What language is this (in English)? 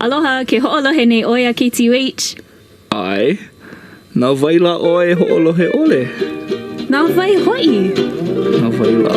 Hawaiian